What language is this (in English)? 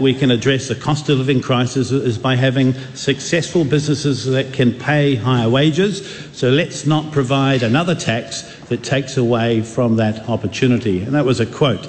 English